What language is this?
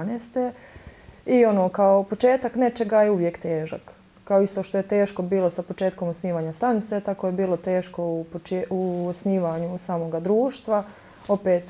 Bosnian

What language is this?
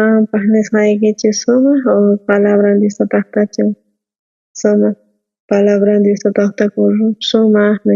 South Bolivian Quechua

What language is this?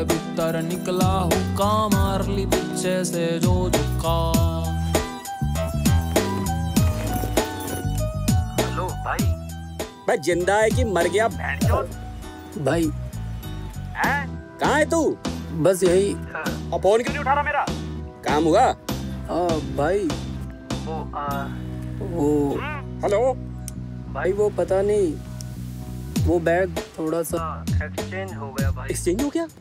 Hindi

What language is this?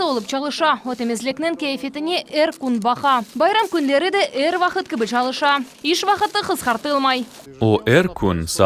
Crimean Tatar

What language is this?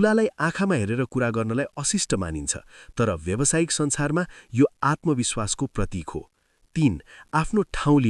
Nepali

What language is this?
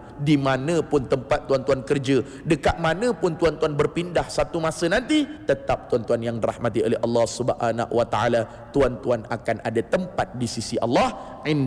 Malay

